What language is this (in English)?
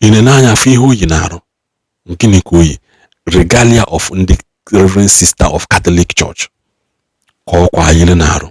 Igbo